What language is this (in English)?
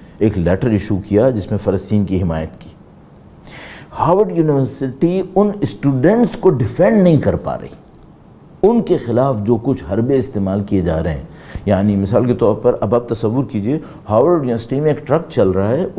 Urdu